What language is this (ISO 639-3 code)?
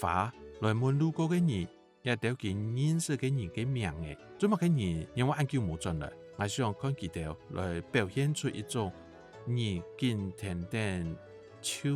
hak